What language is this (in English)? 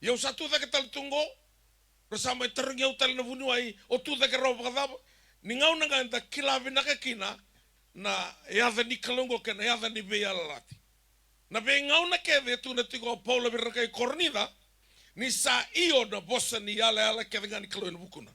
Fijian